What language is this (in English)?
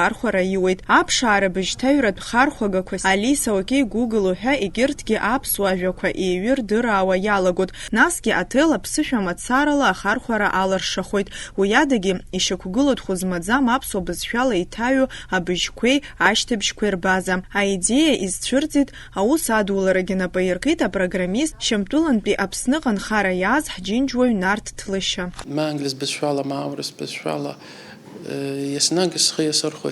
Abkhazian